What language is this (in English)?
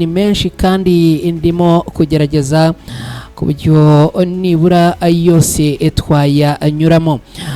Kinyarwanda